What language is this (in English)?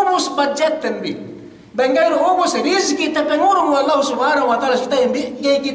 Yakan